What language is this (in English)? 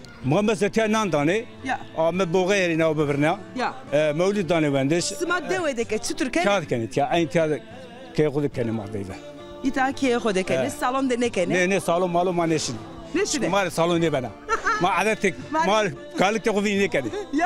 Zaza